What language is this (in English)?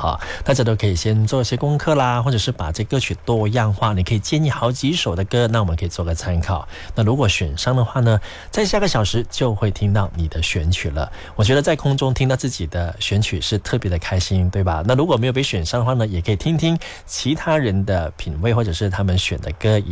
Chinese